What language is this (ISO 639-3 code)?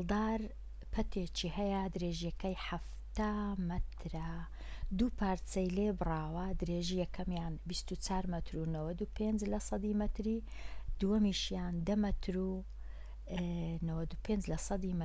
ckb